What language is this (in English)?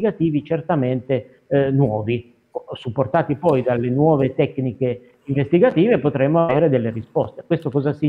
Italian